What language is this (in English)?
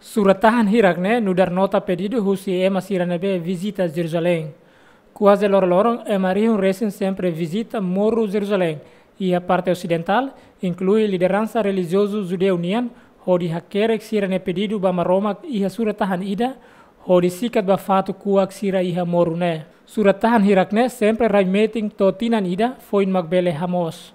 Tetum